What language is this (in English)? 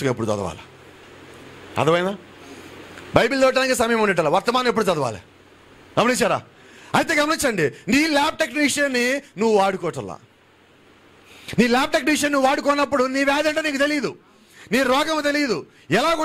Telugu